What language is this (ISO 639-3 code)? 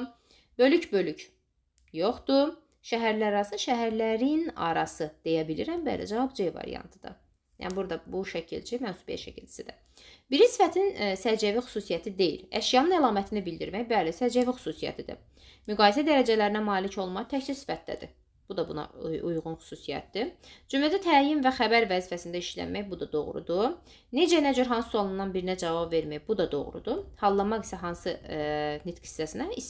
aze